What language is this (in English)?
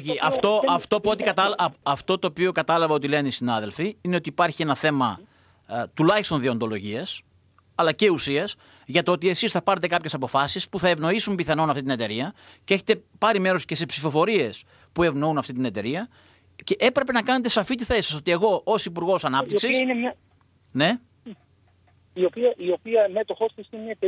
Greek